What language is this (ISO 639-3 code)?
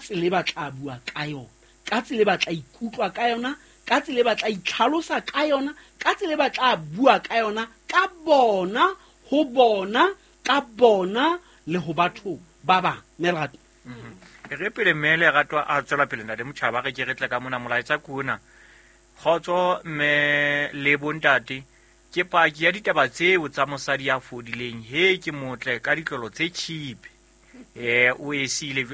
sot